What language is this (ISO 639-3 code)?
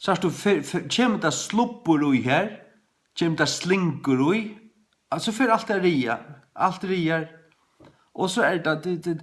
fao